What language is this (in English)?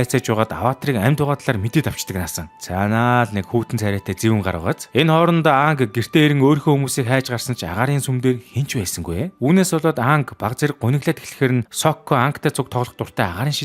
Mongolian